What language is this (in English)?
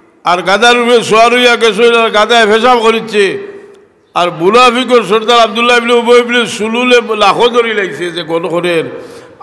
Sylheti